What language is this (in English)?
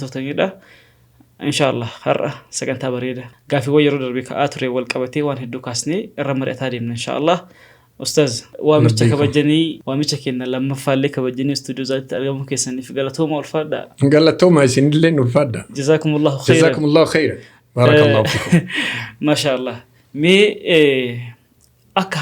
Oromo